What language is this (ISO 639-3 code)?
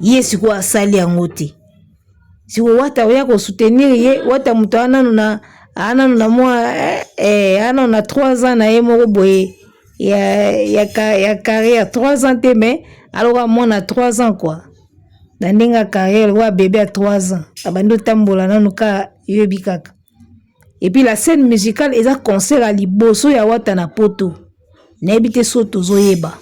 lin